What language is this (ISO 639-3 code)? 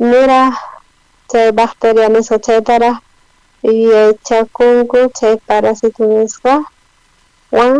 quh